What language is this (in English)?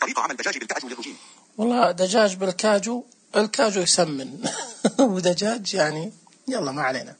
Najdi Arabic